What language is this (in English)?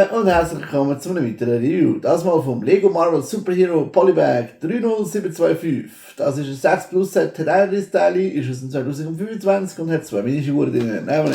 Swiss German